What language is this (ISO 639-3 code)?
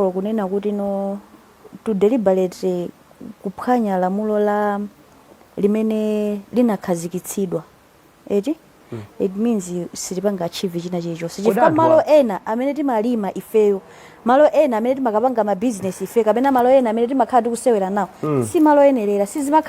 nya